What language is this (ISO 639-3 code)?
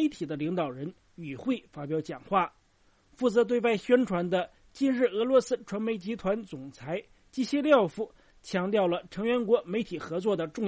zho